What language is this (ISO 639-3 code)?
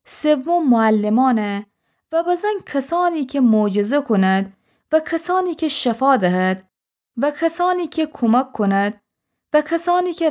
glk